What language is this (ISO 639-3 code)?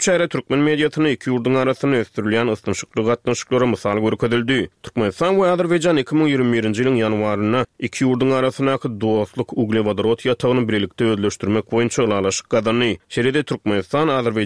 tuk